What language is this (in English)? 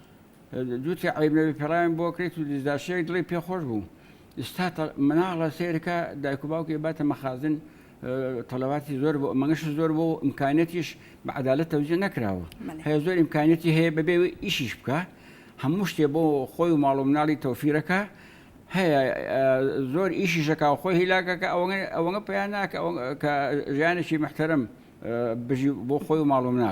Central Kurdish